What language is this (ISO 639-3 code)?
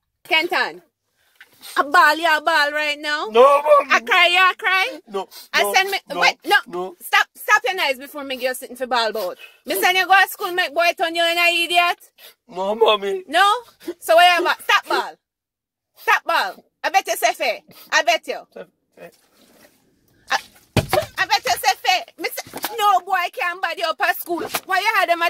jam